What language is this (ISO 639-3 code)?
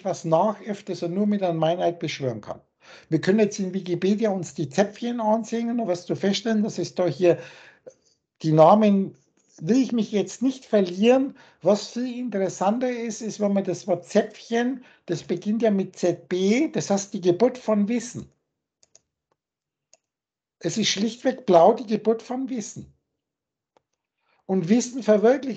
deu